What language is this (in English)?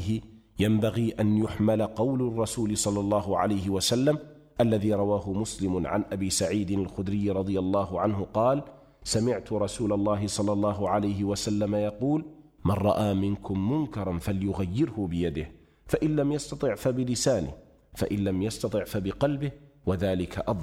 Arabic